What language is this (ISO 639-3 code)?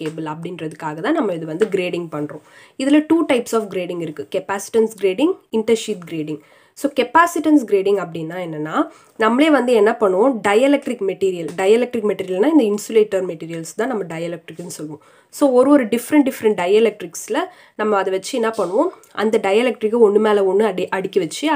tam